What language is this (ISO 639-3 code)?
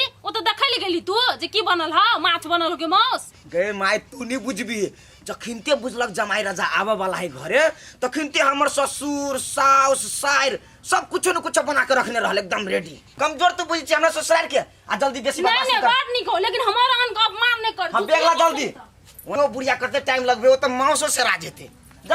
mai